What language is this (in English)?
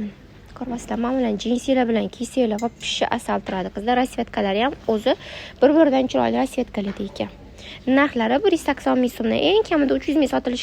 Uzbek